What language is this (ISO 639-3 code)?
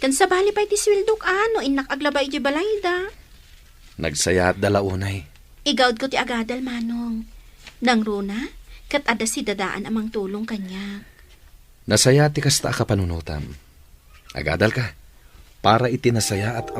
ilo